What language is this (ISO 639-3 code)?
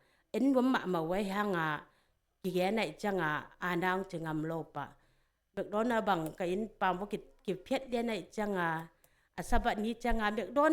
ctd